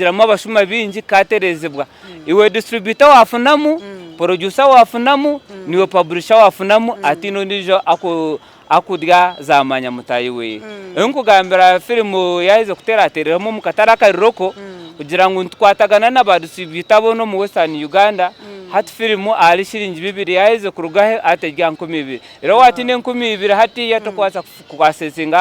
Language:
Nyankole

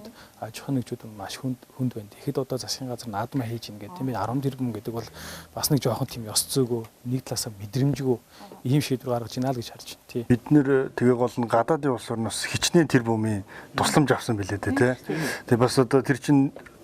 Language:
Mongolian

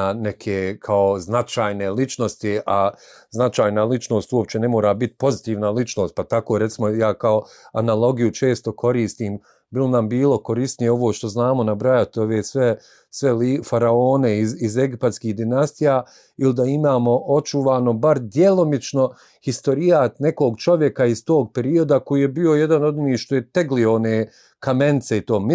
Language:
Bosnian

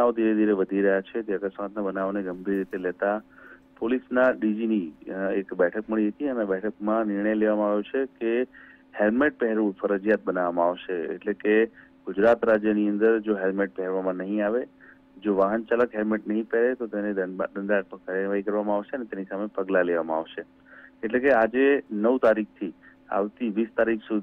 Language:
Gujarati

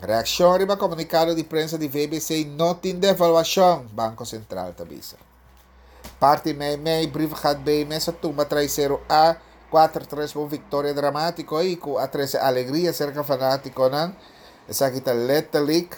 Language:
Papiamento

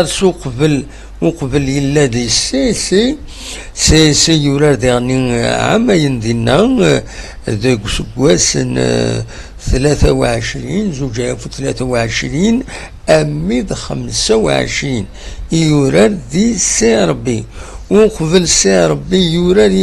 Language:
Kabyle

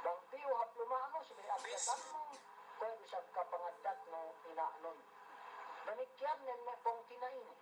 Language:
Yakan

